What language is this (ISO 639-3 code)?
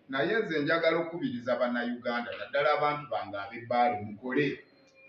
lug